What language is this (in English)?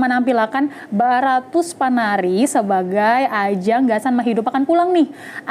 Banjar